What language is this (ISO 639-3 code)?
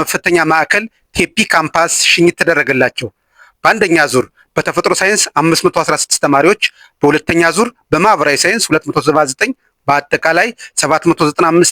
amh